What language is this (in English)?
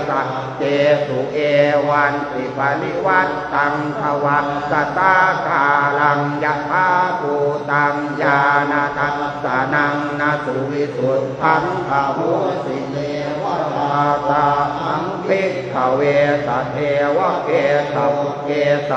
Pali